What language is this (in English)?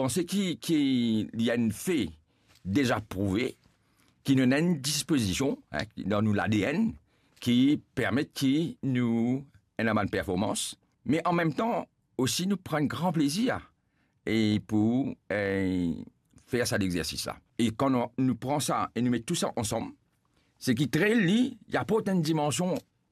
Morisyen